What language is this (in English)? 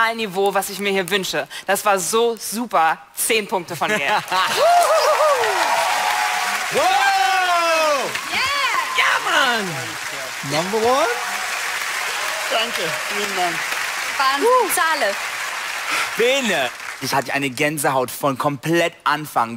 German